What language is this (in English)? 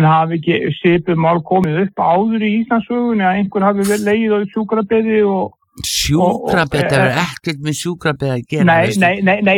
Icelandic